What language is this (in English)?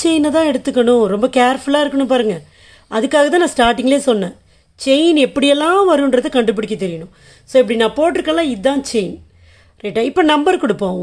Tamil